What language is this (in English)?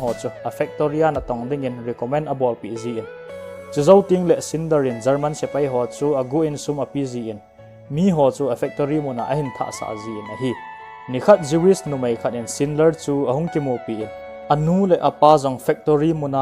Thado Chin